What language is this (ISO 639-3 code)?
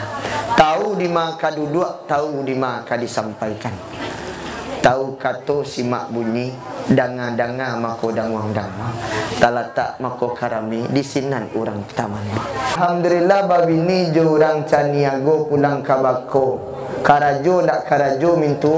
min